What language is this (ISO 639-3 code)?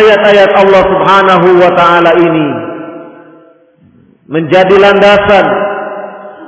ind